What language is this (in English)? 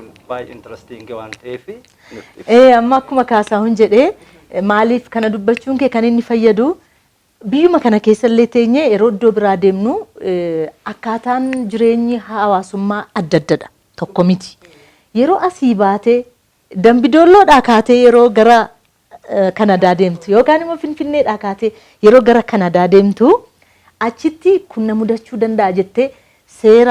Oromo